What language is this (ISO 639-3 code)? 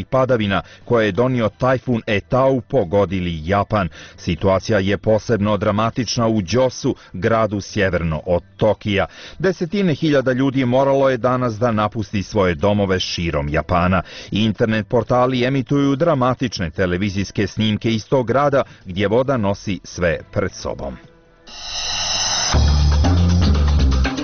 bos